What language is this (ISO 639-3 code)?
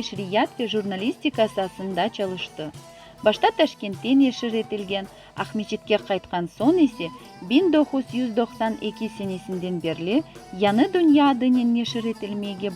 crh